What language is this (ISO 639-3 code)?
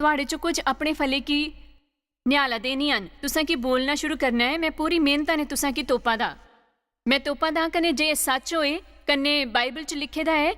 doi